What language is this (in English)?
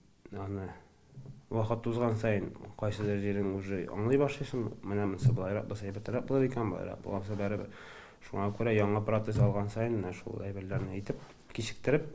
Tatar